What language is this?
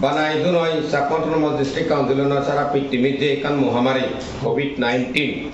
Chakma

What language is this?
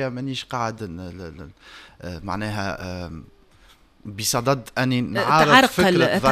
Tunisian Arabic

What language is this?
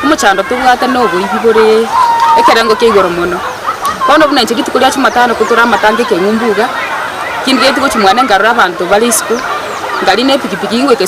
Gusii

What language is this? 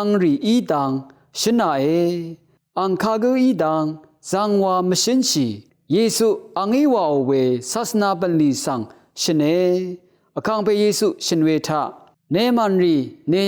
Rawang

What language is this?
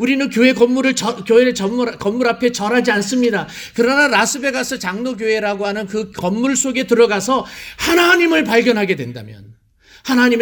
Korean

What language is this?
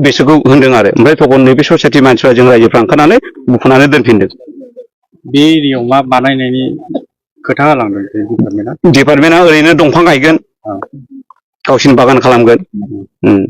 Bodo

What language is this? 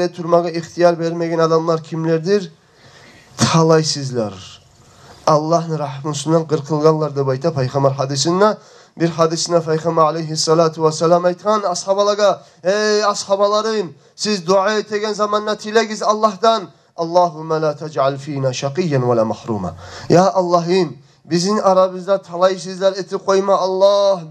Kumyk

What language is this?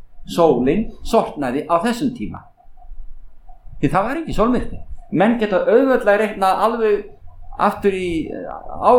Icelandic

